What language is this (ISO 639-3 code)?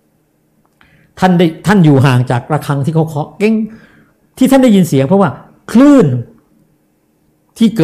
tha